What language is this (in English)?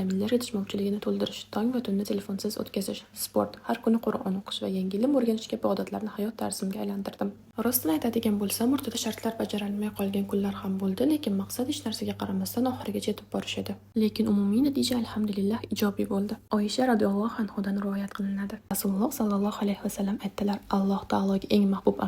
Uzbek